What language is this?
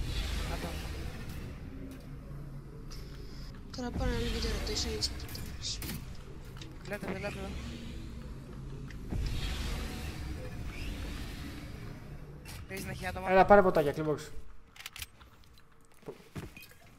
Greek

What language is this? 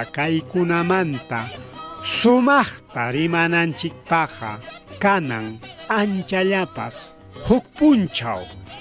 Ayacucho Quechua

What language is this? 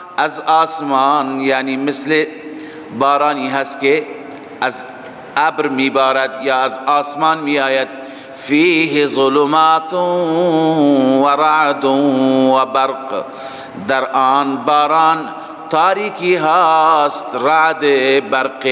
Persian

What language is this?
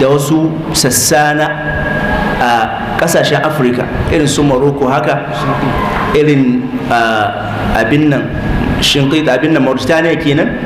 Hausa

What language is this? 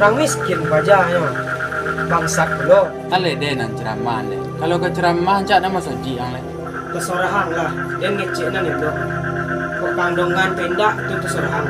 Minangkabau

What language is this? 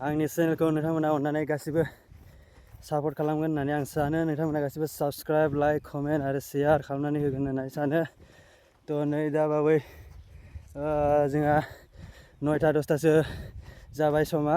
Bodo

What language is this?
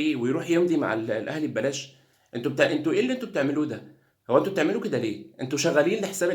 Egyptian Arabic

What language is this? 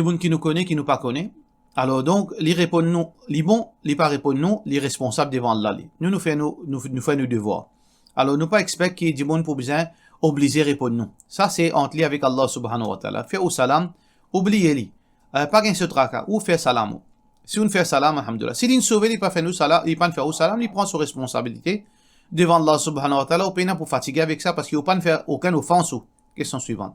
Morisyen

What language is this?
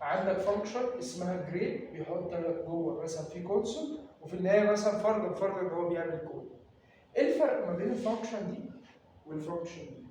Egyptian Arabic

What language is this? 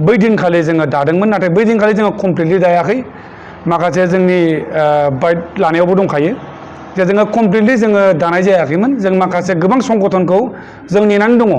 Bodo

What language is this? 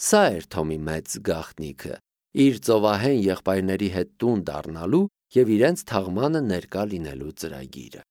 Armenian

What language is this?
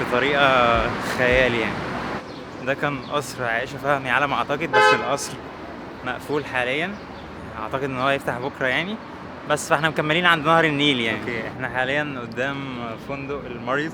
Egyptian Arabic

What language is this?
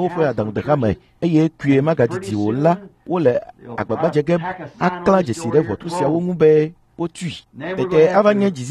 Ewe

